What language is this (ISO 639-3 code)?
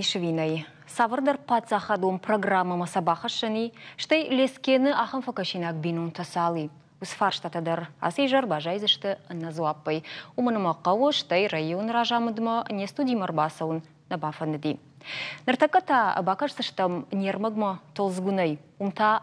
oss